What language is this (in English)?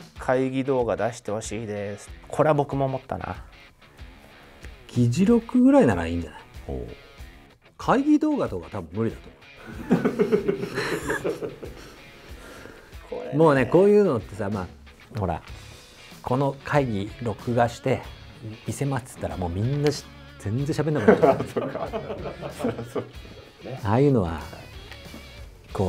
Japanese